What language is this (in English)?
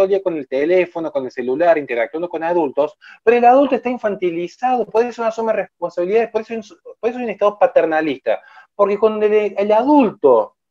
Spanish